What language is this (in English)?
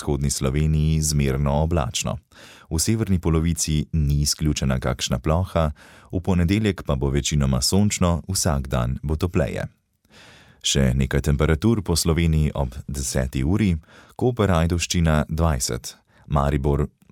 Slovenian